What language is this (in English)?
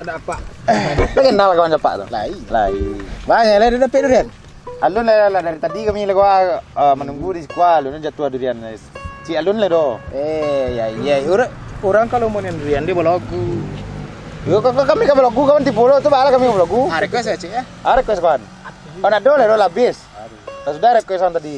Minangkabau